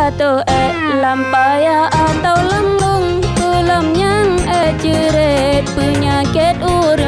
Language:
Achinese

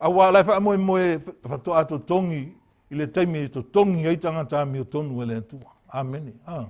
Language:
Samoan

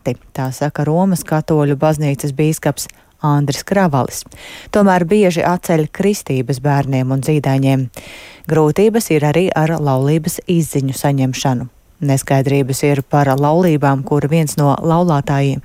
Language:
Latvian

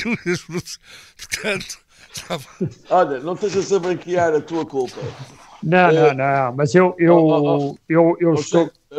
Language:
Portuguese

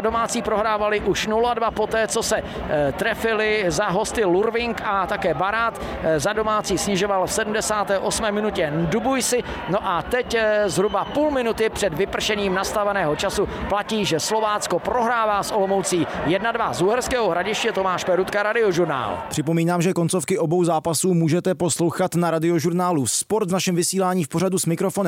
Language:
Czech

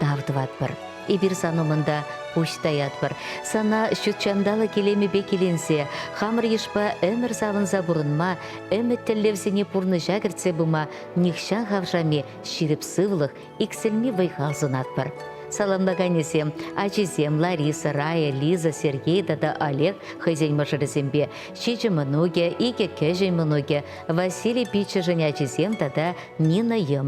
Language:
Chuvash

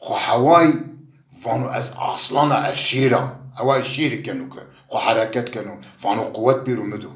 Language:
Zaza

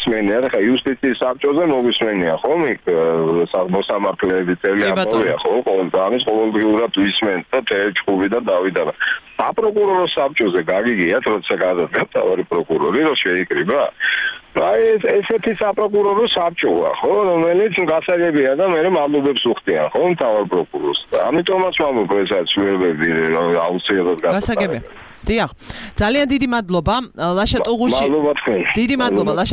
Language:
Georgian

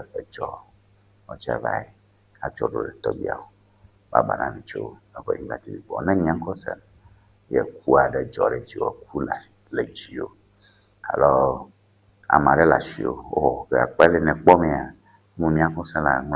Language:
Ewe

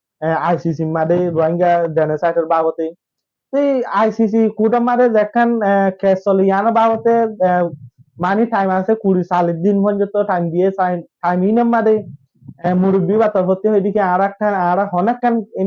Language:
Rohingya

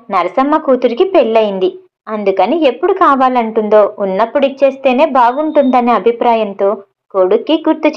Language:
Telugu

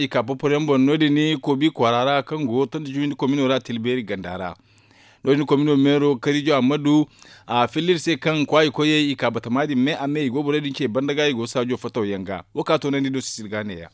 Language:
Zarma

